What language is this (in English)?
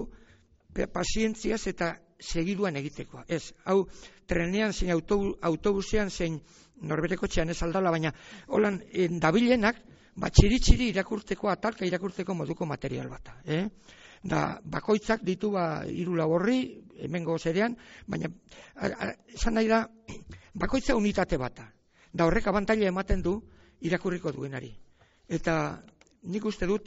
Basque